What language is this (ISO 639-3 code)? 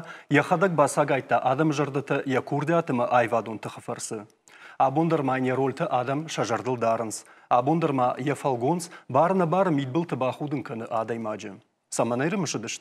oss